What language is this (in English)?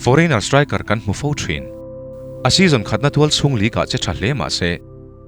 Mizo